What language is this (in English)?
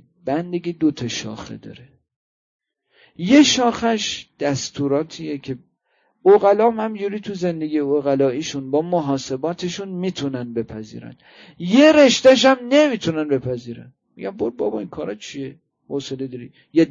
Persian